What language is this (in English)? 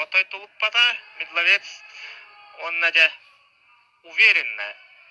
Yakut